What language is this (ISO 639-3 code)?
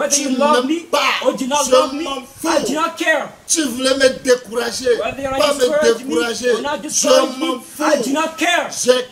fra